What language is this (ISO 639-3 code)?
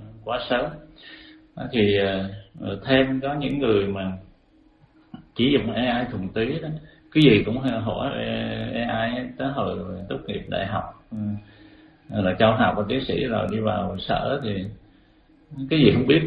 vie